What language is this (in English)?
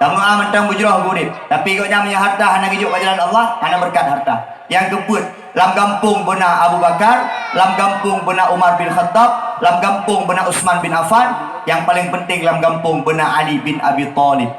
Achinese